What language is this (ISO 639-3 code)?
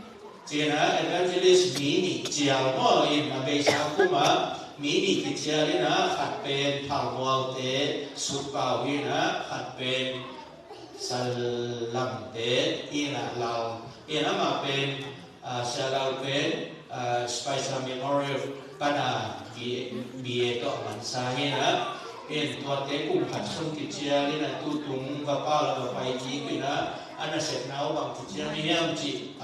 ctd